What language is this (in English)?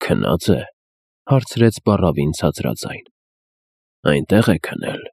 Armenian